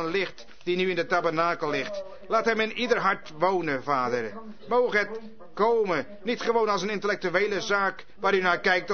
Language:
Dutch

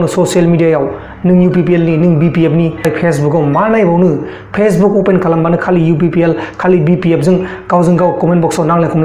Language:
Bodo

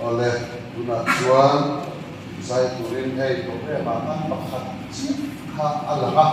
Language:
Mizo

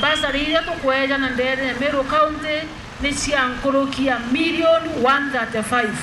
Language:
Meru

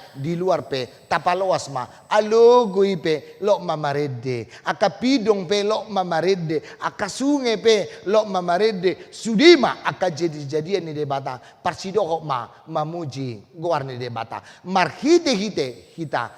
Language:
Batak Toba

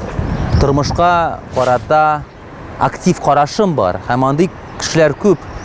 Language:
Tatar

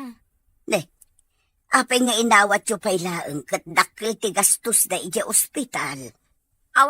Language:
Iloko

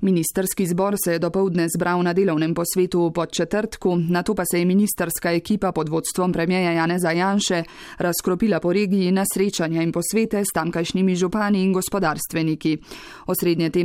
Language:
Slovenian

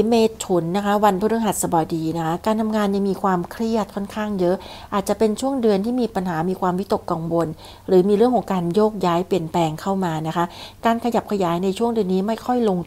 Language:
Thai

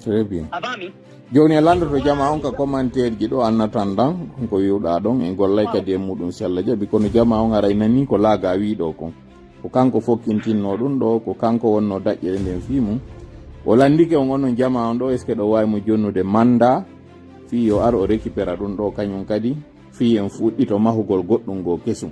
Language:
Fula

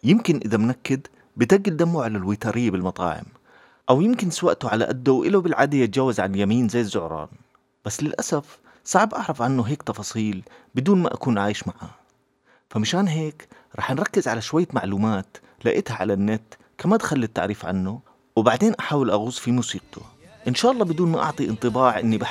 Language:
North Levantine Arabic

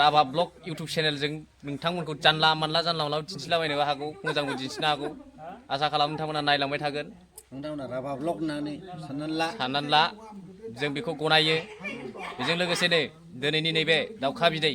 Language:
Bodo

